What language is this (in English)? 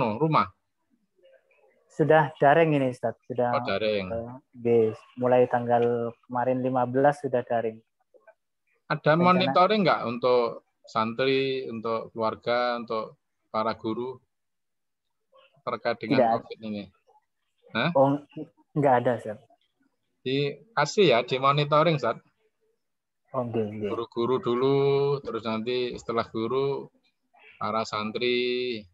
Indonesian